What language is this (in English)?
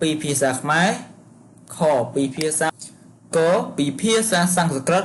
Khmer